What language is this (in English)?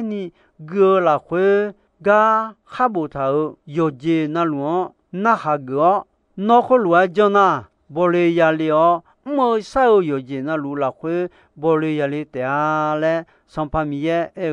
Akha